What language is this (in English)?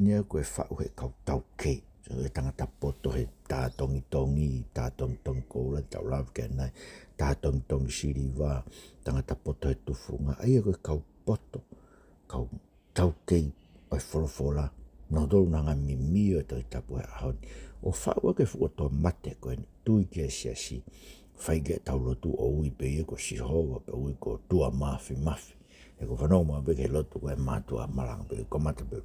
Tongan